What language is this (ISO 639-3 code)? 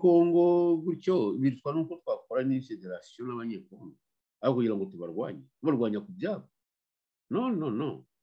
kin